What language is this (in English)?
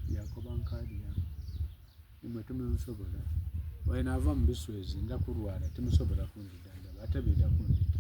Soga